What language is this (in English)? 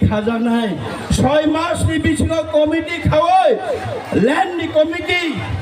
Kok Borok